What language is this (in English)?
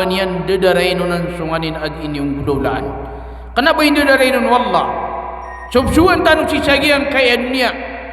Maranao